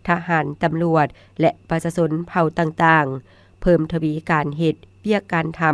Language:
Lao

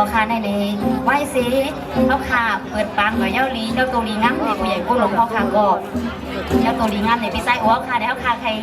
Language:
Shan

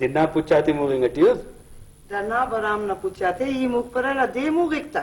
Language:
Brahui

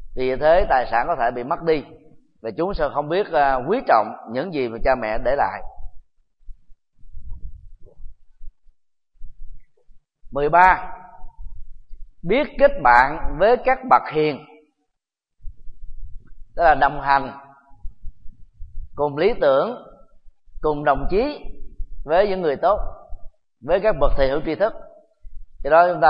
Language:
Vietnamese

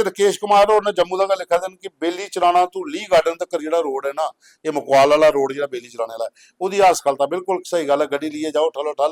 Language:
Dogri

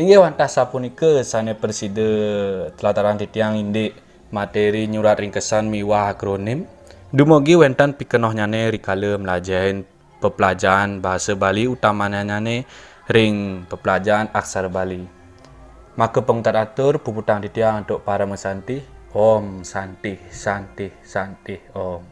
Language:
Balinese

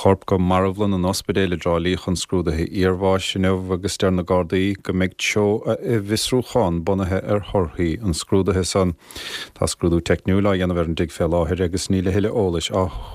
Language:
Irish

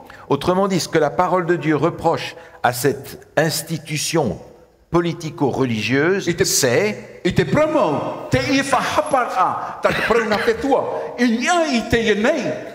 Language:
Tahitian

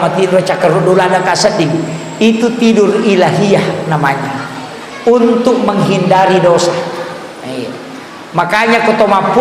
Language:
Buginese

